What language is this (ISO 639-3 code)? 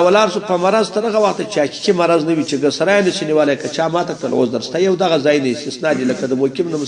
pus